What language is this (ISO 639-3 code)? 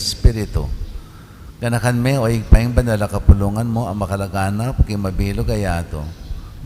pam